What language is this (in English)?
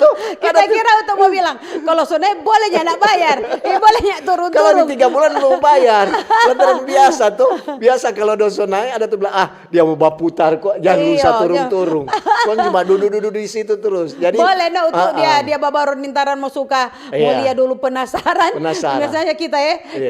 Manado Malay